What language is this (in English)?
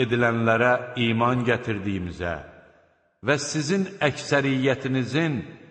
Azerbaijani